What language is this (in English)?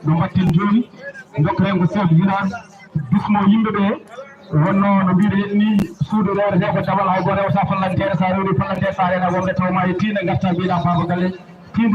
Fula